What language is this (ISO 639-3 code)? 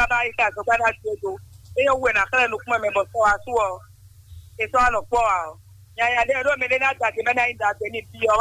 fon